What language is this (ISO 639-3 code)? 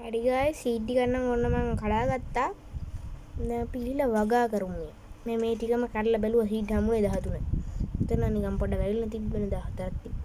sin